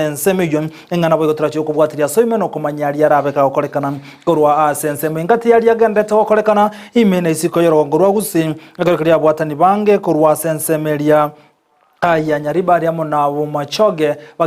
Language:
Gusii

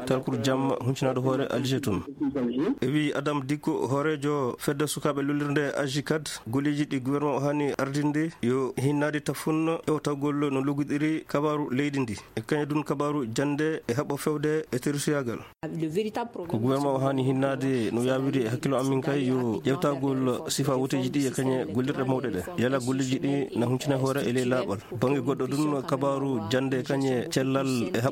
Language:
Fula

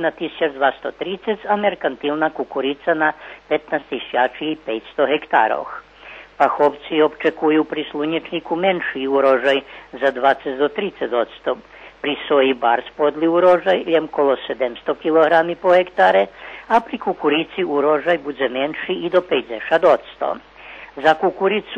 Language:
Rusyn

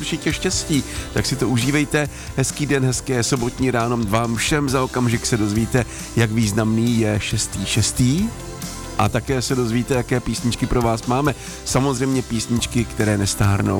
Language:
Czech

